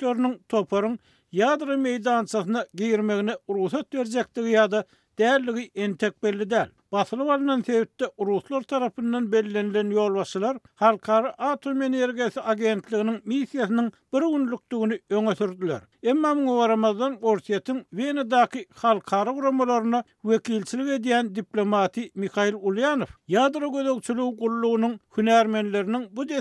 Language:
Turkmen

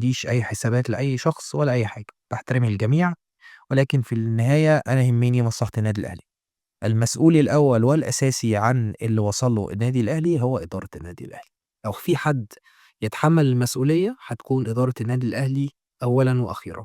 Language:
Egyptian Arabic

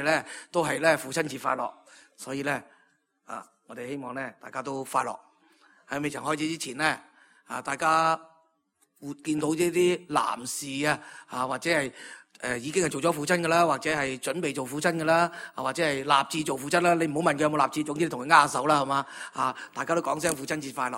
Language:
Cantonese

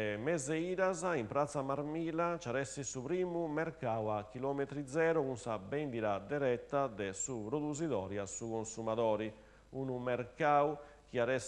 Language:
Sardinian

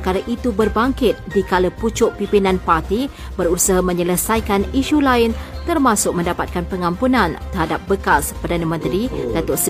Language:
Malay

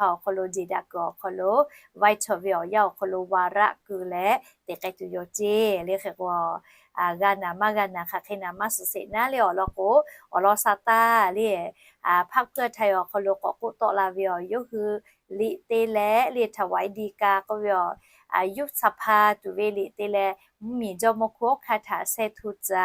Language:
Lahu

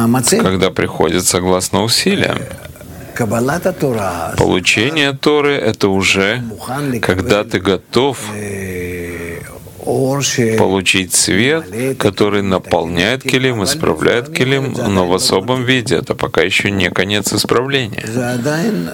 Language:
Russian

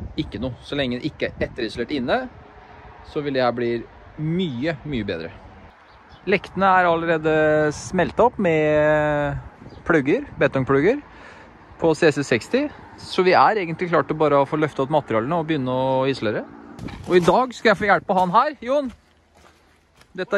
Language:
Norwegian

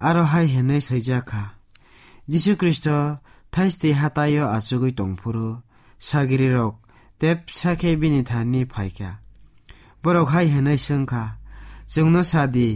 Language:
Kok Borok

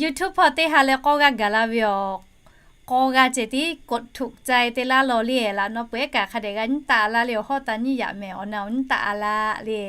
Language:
Lahu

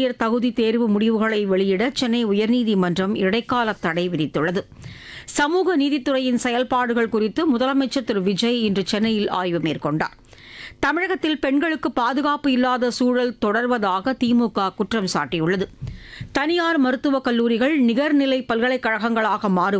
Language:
Tamil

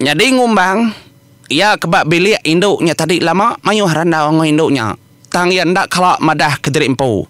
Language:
Iban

